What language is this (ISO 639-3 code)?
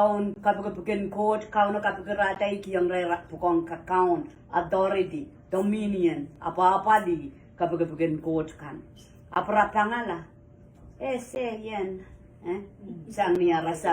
pon